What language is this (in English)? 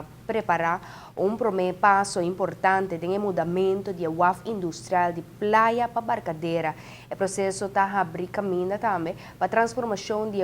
Papiamento